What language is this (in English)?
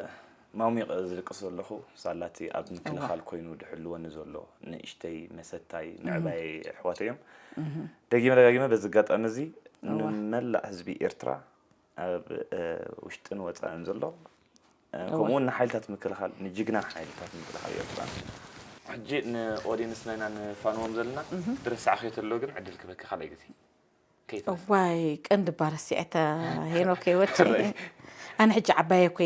Tigrinya